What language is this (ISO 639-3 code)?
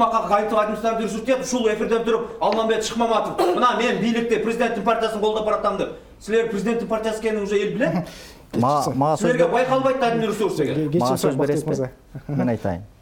kir